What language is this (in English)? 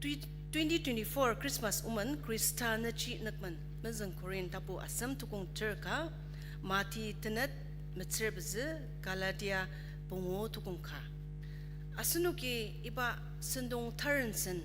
Ao Naga